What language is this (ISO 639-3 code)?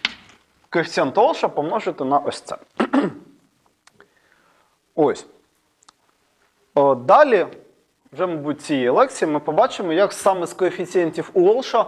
ukr